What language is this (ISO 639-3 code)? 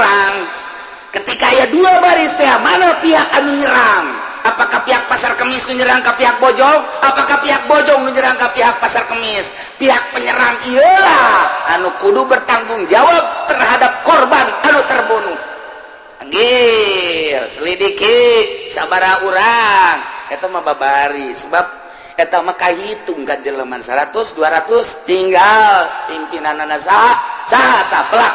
sun